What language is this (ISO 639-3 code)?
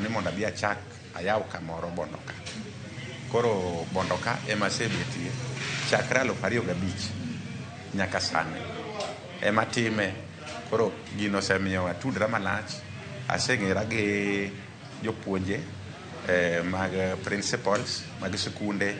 luo